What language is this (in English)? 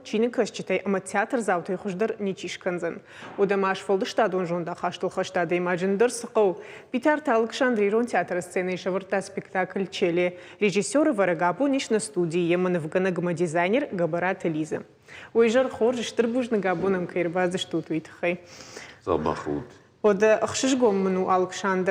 Ossetic